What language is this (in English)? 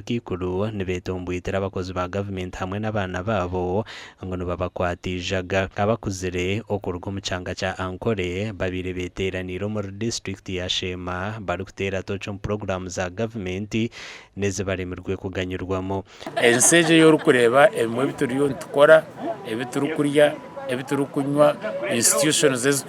Nyankole